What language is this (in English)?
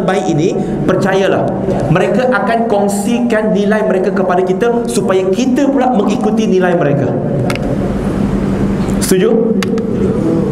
Malay